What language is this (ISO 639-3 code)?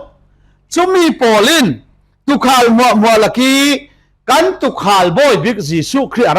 cfm